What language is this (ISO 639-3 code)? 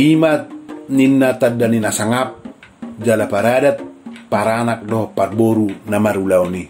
bbc